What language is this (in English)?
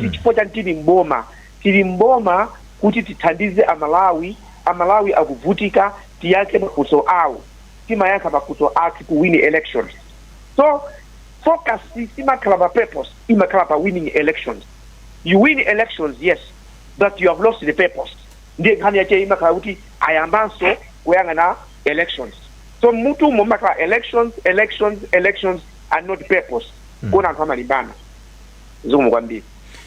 Nyanja